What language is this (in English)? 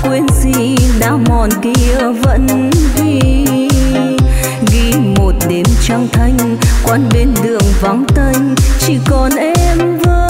Vietnamese